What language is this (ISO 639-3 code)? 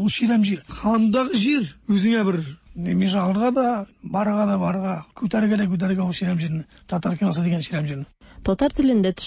tat